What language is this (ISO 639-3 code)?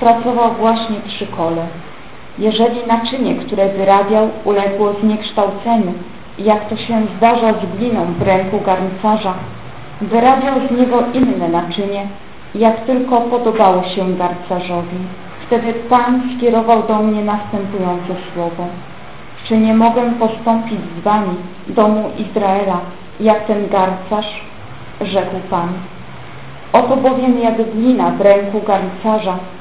pol